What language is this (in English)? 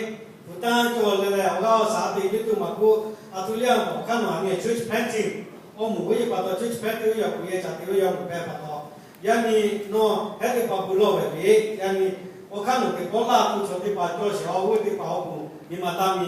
Lahu